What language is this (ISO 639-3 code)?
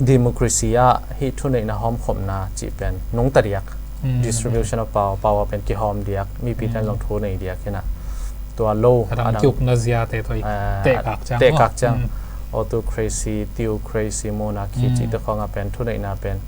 ctd